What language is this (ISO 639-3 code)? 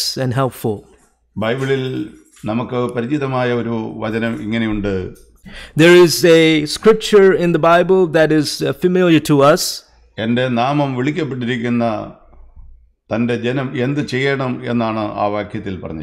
mal